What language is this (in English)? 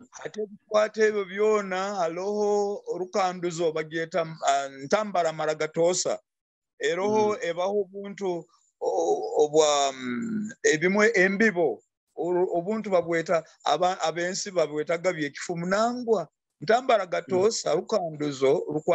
Nyoro